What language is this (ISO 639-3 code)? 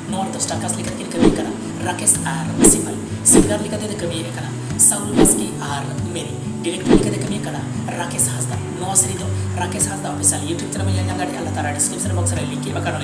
sat